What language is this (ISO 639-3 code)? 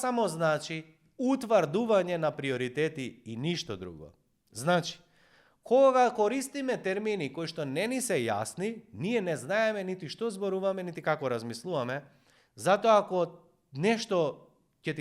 mkd